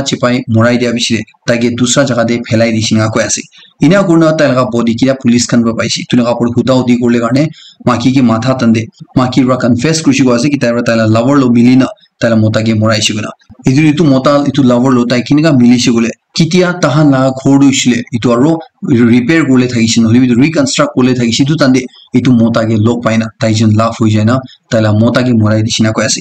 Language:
Naga Pidgin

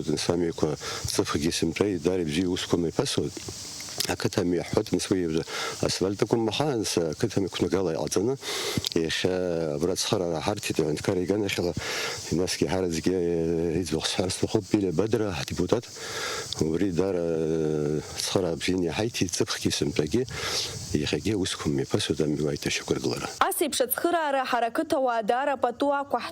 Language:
Abkhazian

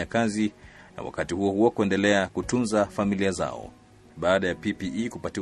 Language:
Swahili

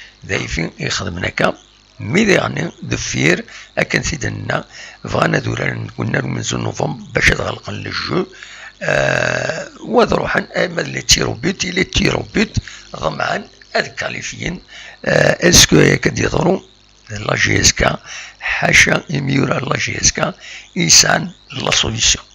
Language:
Kabyle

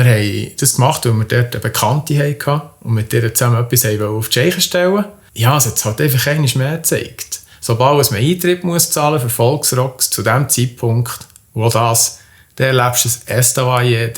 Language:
Swiss German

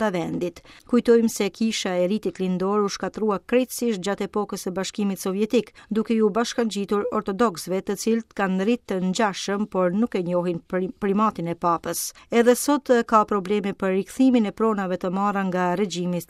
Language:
Albanian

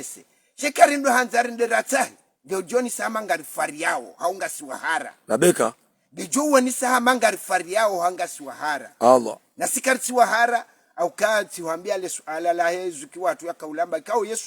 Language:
Ngazidja Comorian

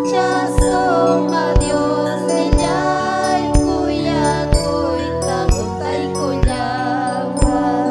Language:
Ayacucho Quechua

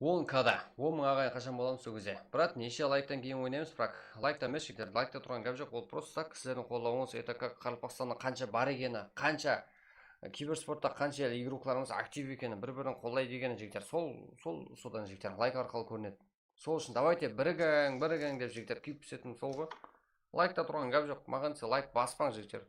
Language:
Kara-Kalpak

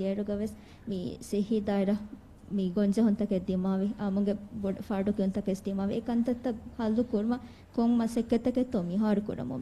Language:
Divehi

